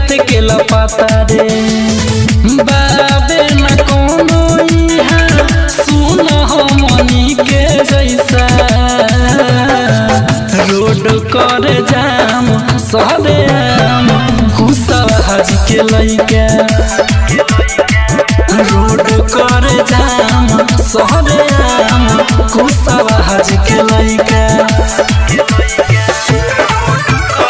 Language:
Bhojpuri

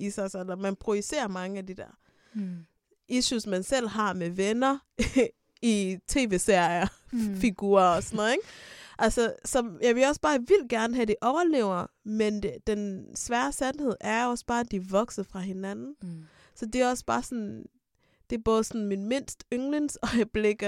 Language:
Danish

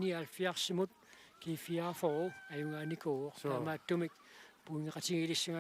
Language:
Kalaallisut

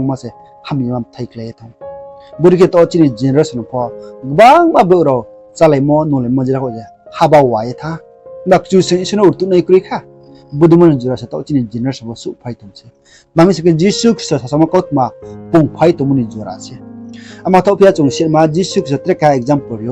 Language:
Riang (India)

